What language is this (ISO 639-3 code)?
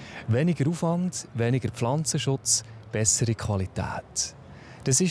gsw